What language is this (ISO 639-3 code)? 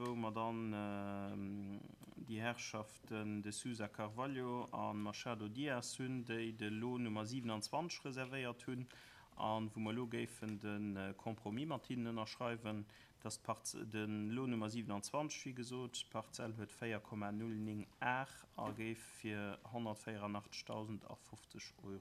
ltz